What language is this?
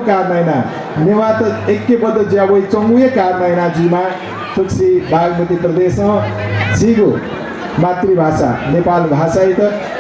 Newari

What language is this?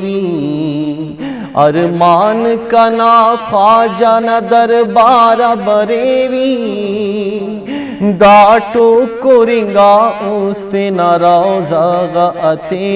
Brahui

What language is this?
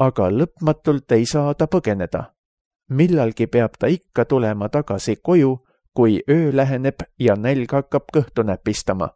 Estonian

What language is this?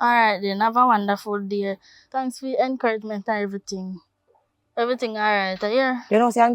Jamaican Creole English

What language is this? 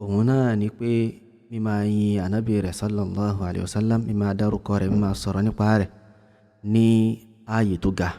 Yoruba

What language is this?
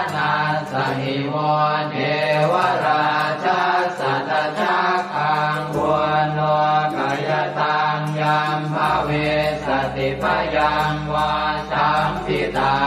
Pali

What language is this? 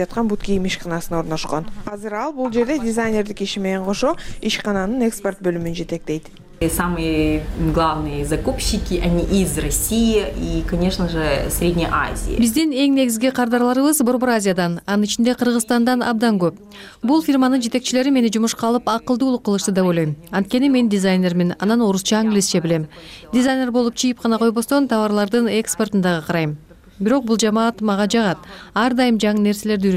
Kyrgyz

